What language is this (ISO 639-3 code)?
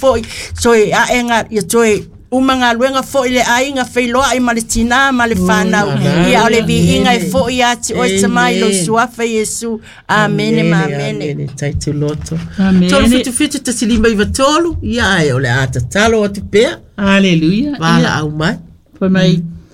smo